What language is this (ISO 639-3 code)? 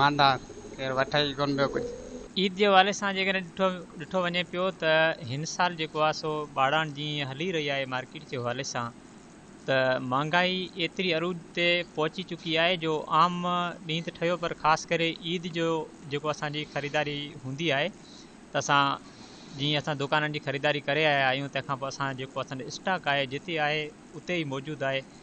snd